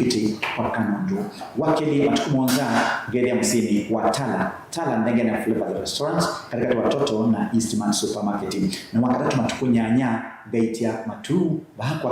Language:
Kamba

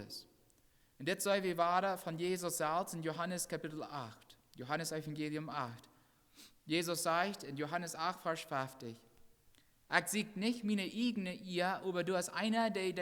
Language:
Plautdietsch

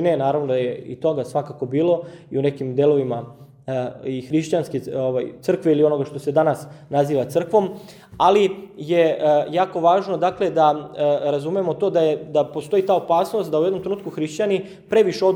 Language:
Serbian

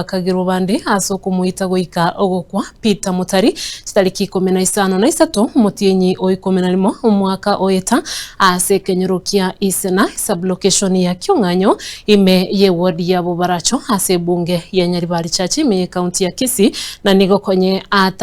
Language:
Gusii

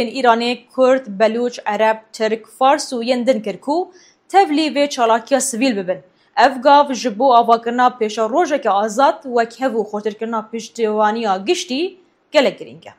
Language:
Kurdish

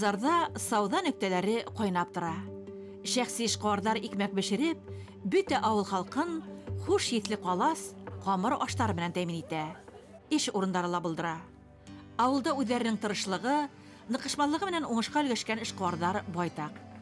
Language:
Bashkir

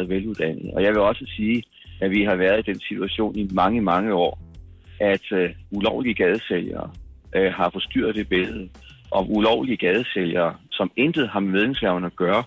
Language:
Danish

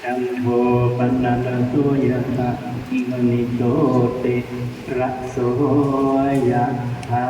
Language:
Pali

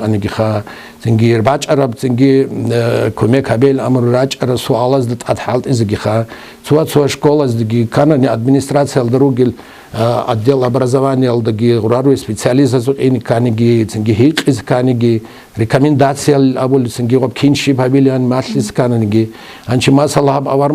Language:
Avaric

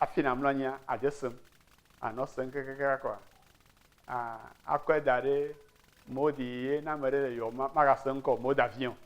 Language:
Ewe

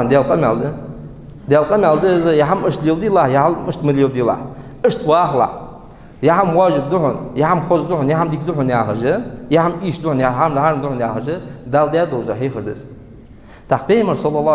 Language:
Ingush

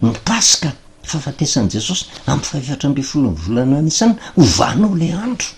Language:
Malagasy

